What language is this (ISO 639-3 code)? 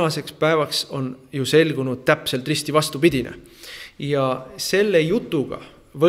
est